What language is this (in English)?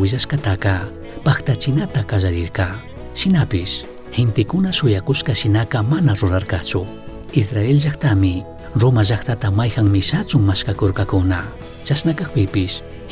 Chimborazo Highland Quichua